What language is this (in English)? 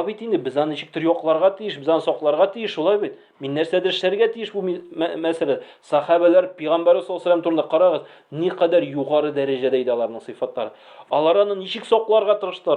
Tatar